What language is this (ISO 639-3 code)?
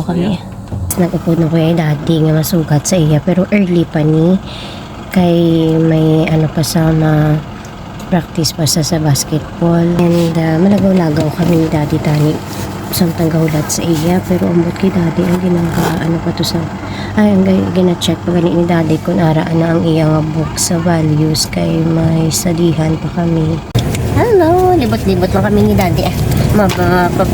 hil